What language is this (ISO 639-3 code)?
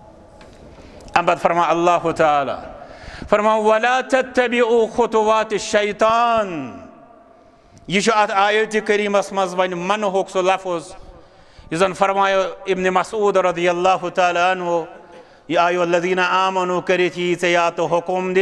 kas